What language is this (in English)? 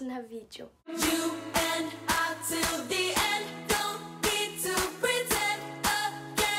Danish